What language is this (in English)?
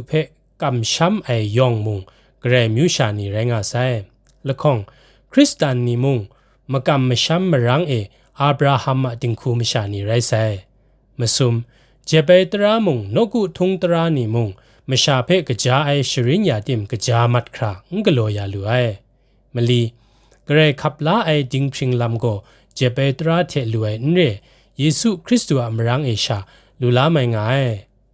Kachin